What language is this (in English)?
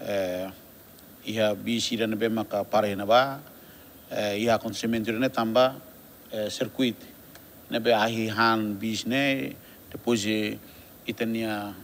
Tetum